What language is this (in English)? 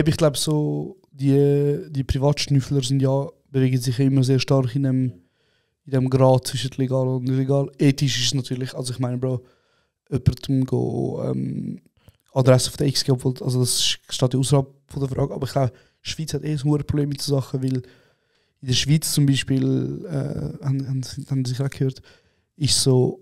Swiss German